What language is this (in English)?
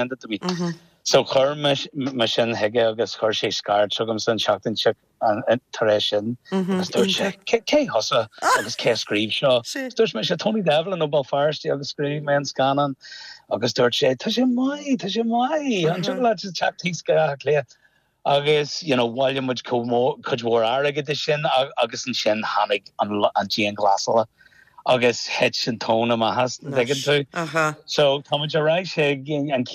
Irish